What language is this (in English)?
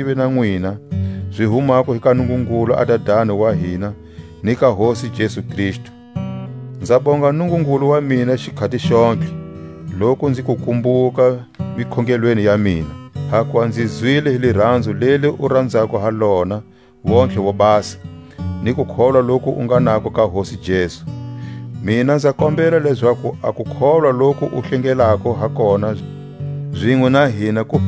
Tswa